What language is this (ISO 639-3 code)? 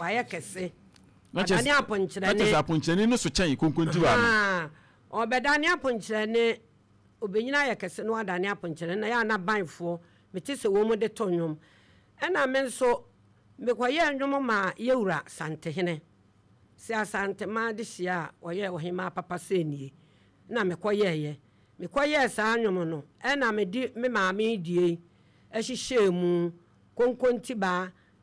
aka